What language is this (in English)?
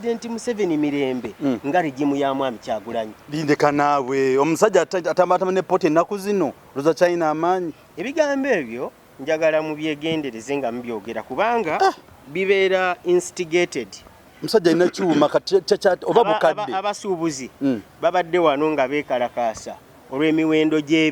Ganda